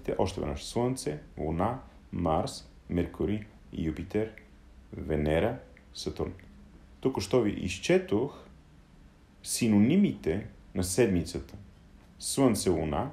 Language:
Bulgarian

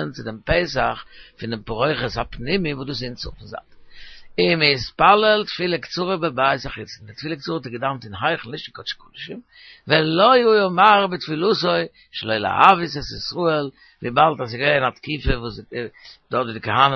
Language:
Yiddish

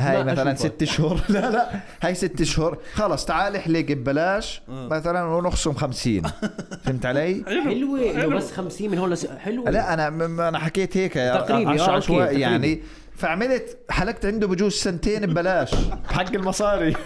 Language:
North Levantine Arabic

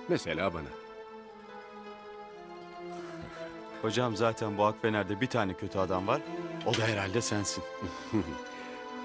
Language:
Turkish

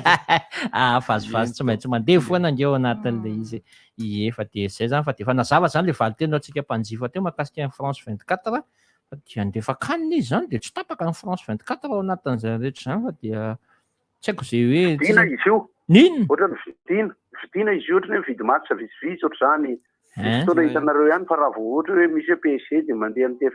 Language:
Malagasy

